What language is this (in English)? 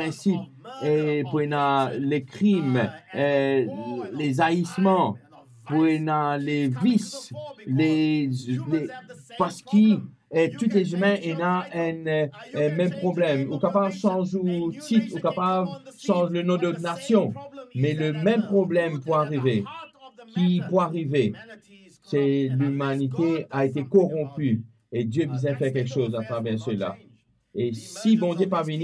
Morisyen